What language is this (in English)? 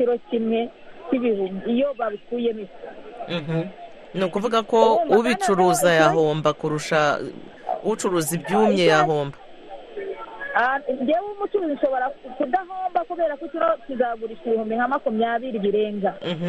Kinyarwanda